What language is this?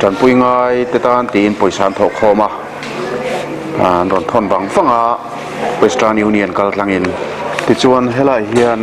Mizo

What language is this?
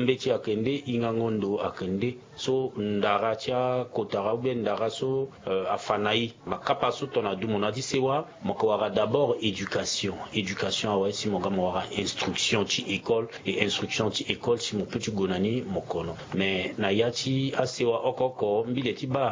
Sango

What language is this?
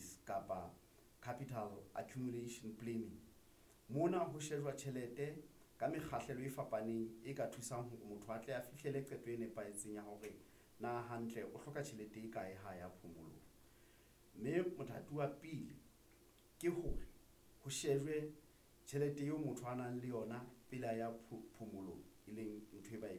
Southern Sotho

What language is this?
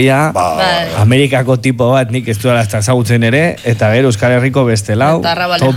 Basque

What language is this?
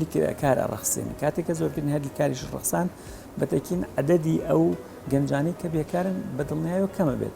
Central Kurdish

